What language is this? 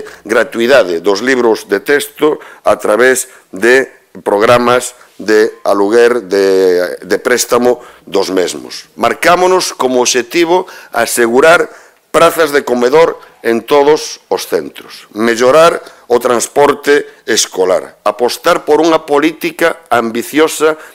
Galician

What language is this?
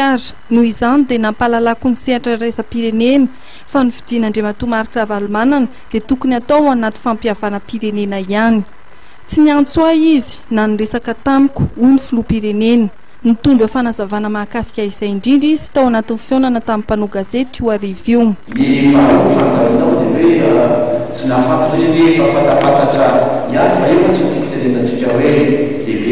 Malagasy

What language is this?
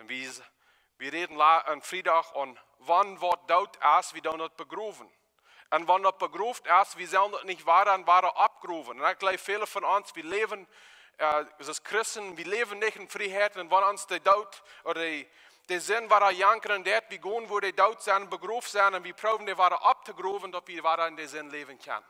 Plautdietsch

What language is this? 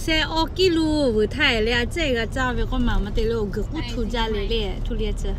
Lahu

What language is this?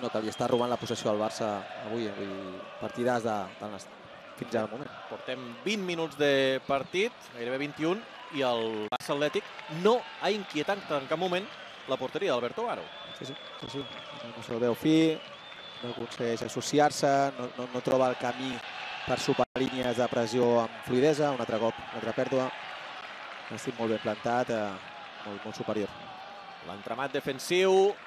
Catalan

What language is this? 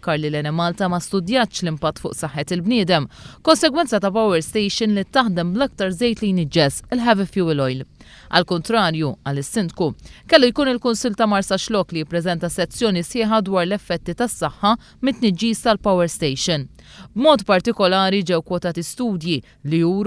Maltese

